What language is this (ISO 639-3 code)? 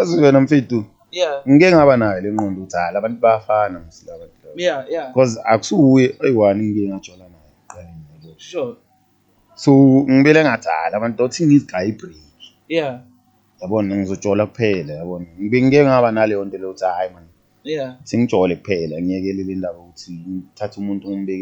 zul